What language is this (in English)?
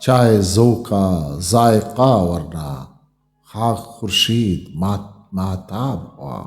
Eastern Balochi